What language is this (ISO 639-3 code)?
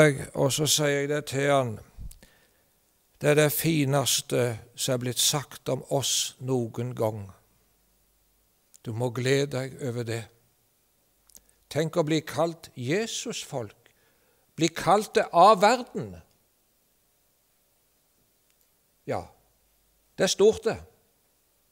nor